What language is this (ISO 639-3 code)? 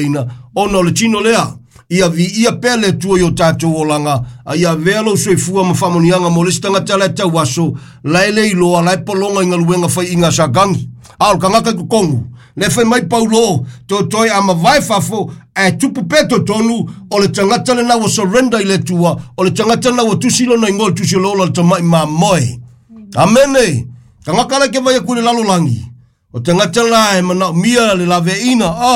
smo